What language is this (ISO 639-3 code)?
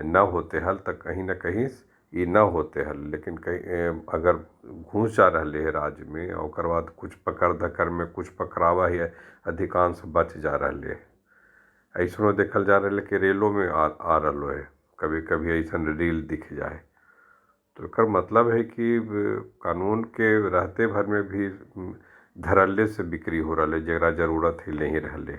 mag